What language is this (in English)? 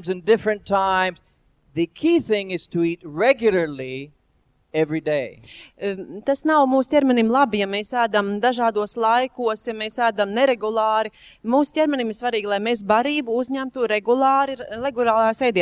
Latvian